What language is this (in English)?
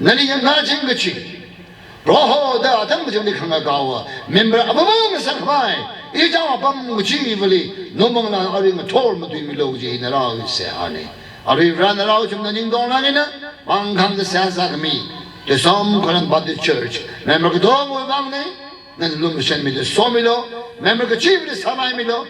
Tangkhul Naga (India)